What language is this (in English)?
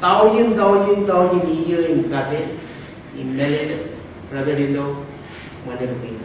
Marshallese